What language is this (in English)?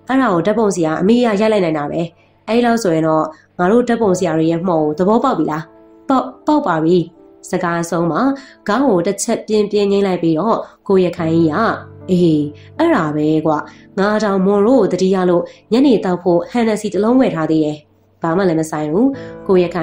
Burmese